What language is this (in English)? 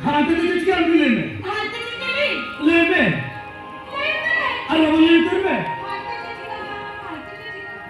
Santali